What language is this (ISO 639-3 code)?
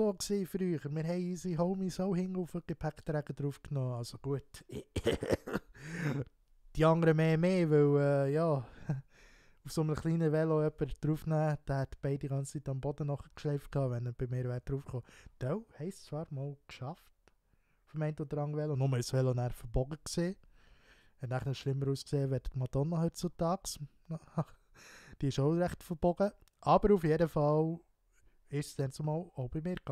gsw